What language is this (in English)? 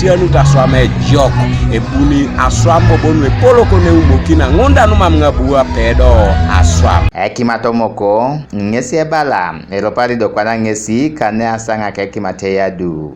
Teso